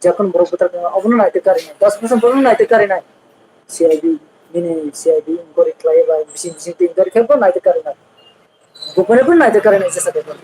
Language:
Kok Borok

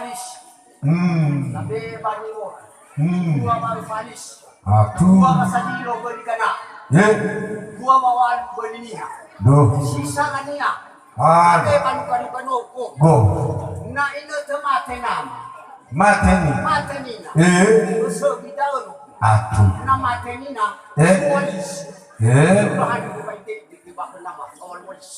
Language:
Nias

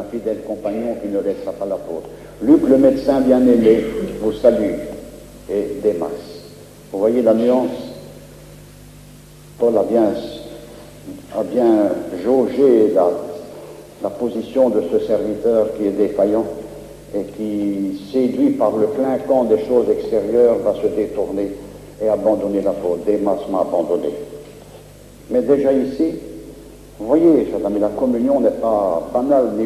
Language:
French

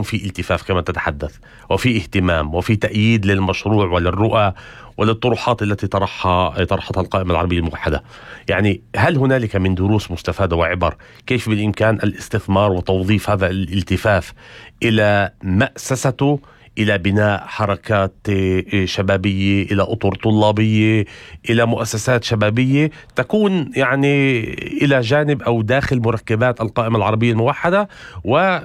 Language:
North Levantine Arabic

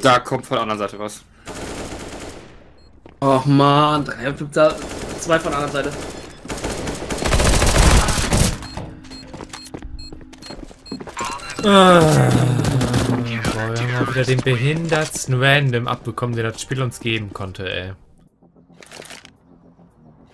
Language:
German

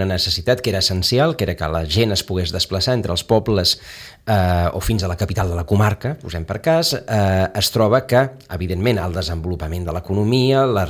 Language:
Catalan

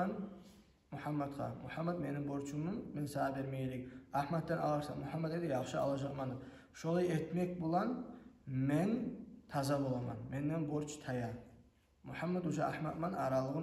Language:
Kumyk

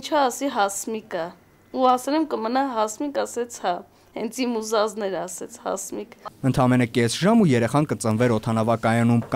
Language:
Armenian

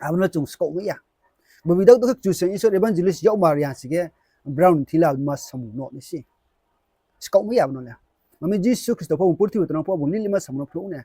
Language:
Riang (India)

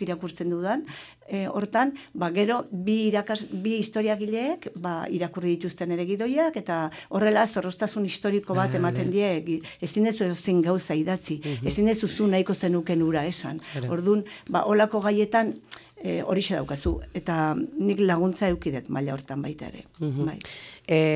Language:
Basque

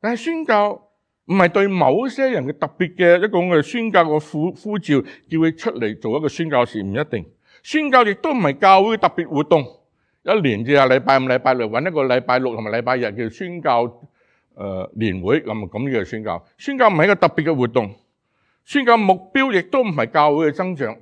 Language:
Cantonese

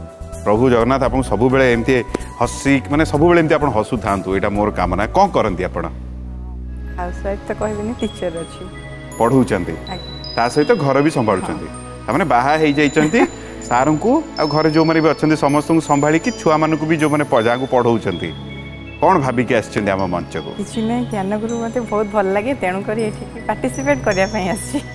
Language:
Odia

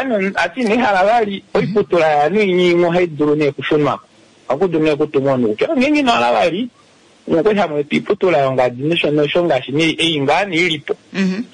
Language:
Kuanyama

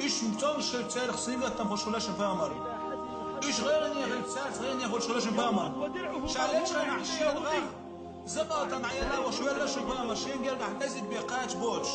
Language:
Chechen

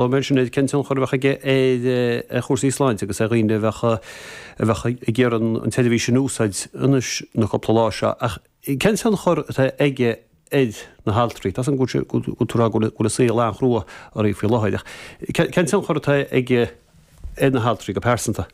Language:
Irish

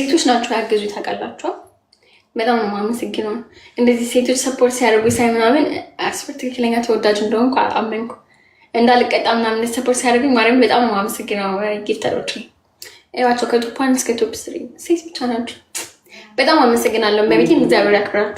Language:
Amharic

